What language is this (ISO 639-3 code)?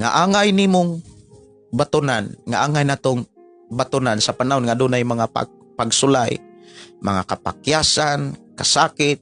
ceb